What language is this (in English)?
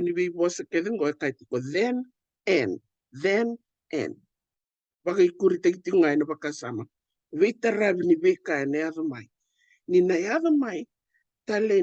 Fijian